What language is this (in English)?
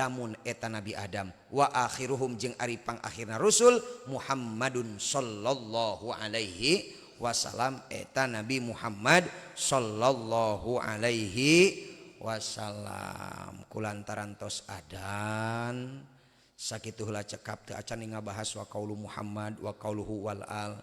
Sundanese